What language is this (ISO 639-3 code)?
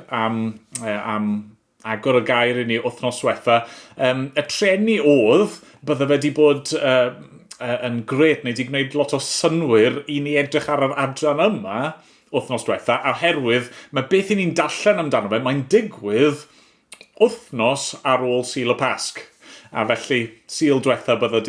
cym